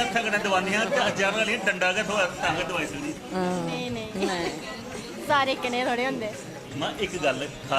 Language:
Dogri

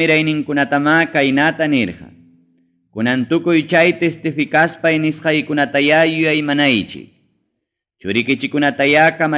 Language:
Ayacucho Quechua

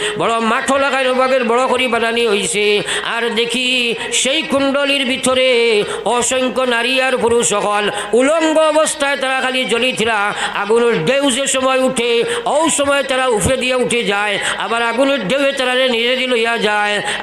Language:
Sylheti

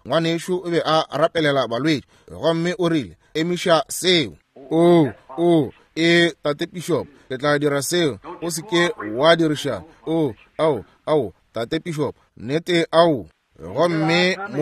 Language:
Northern Sotho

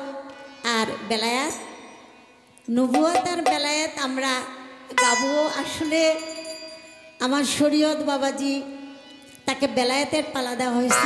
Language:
Bangla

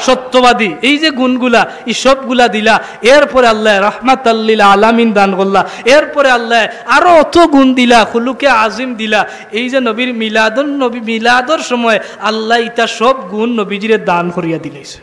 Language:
Sylheti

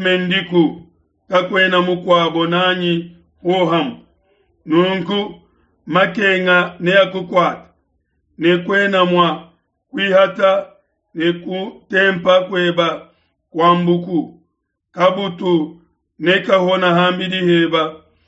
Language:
Luba-Lulua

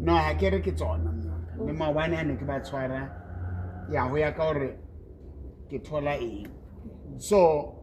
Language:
Southern Sotho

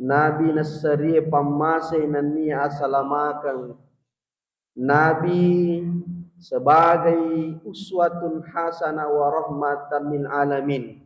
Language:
Buginese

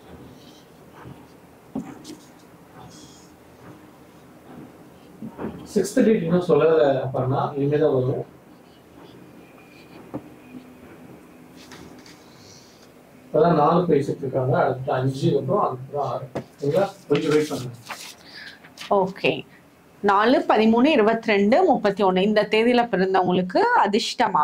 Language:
Tamil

